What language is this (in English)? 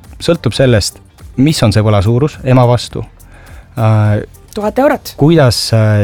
Estonian